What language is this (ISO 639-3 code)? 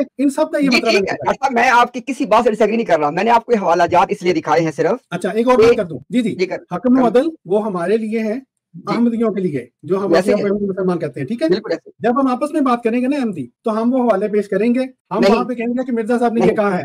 urd